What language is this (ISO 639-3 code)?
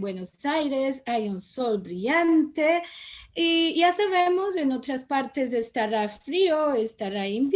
lad